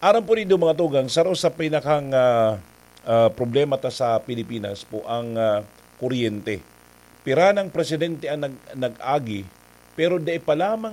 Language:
Bikol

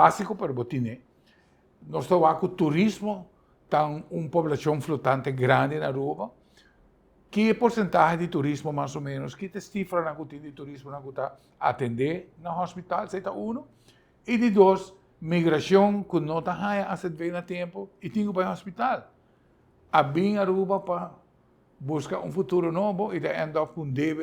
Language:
Papiamento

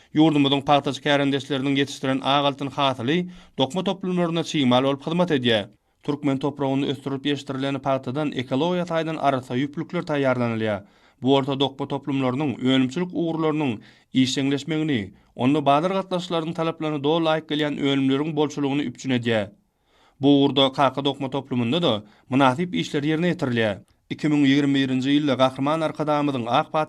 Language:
Turkmen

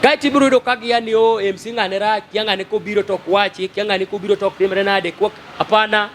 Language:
Luo (Kenya and Tanzania)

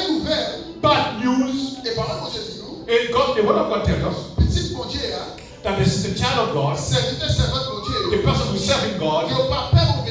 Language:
Haitian Creole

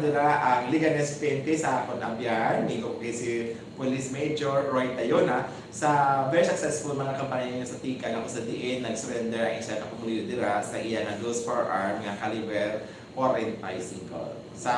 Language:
Hiligaynon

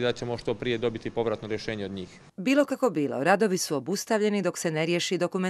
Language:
Croatian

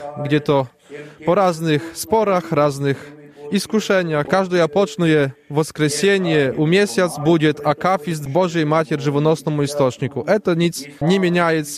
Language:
Belarusian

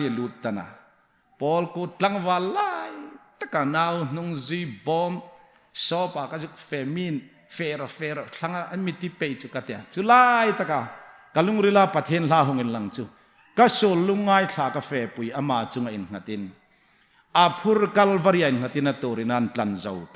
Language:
Hmar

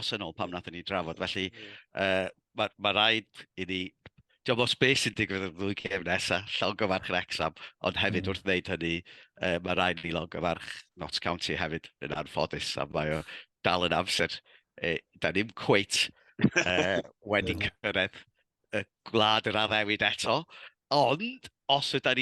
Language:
Welsh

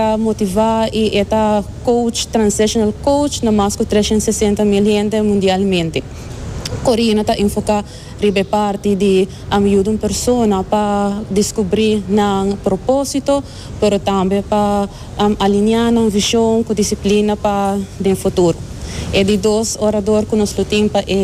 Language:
Papiamento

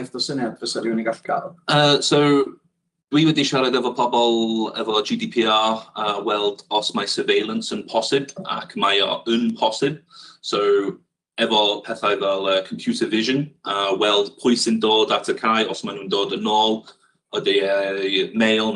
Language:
Welsh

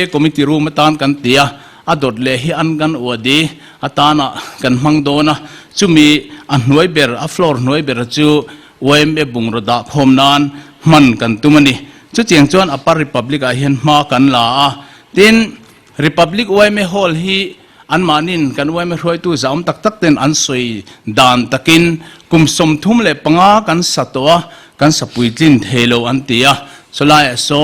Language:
Mizo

